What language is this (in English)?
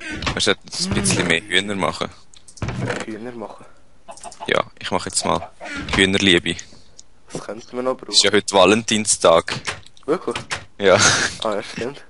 Swiss German